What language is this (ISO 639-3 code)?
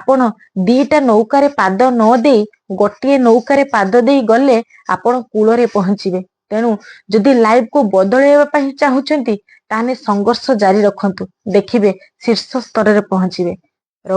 ori